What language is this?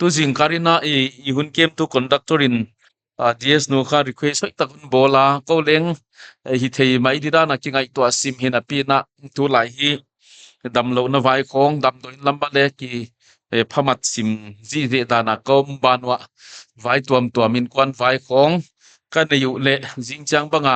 Paite Chin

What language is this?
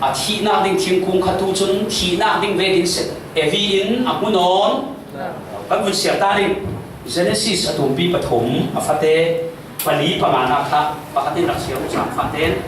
Falam Chin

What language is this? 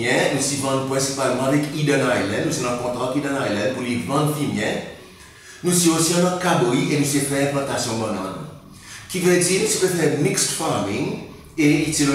Seselwa Creole French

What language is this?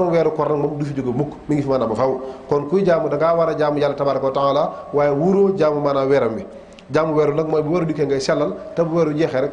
Wolof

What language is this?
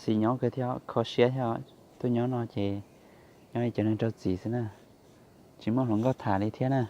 Hmong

